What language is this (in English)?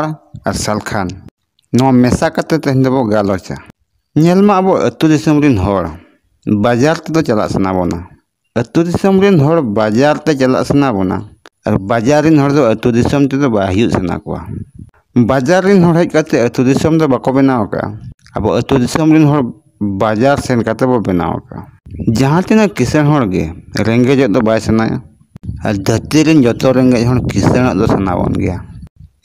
Santali